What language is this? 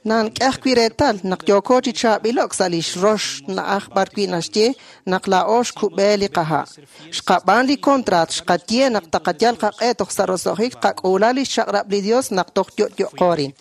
Kekchí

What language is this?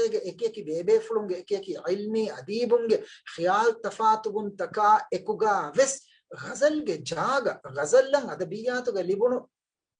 Divehi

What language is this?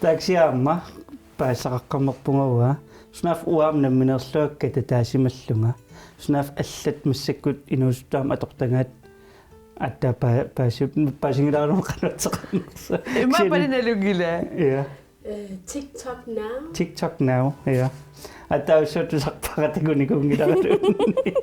Kalaallisut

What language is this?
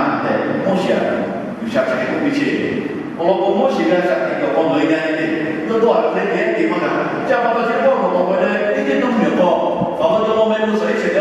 Lahu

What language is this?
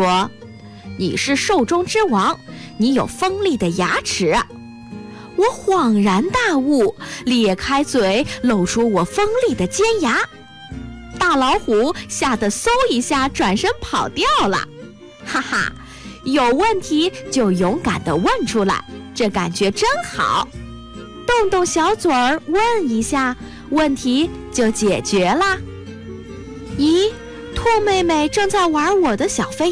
Chinese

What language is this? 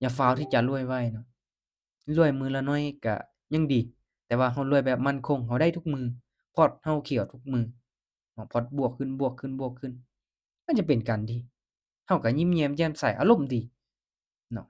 Lao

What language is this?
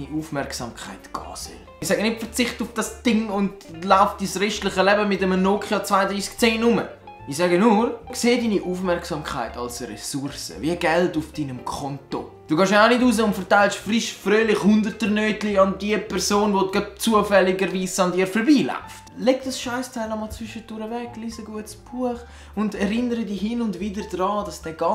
Swiss German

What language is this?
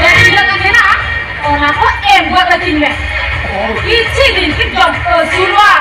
Santali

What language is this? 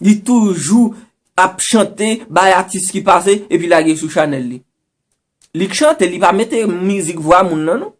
Haitian Creole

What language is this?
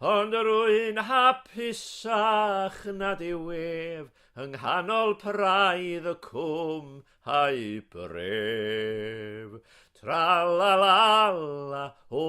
Welsh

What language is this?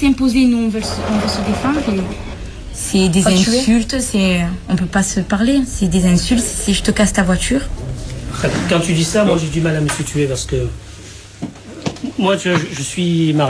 French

